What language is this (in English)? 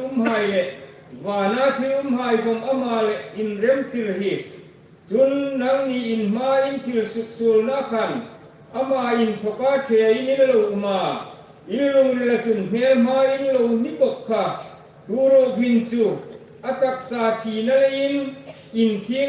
Hmar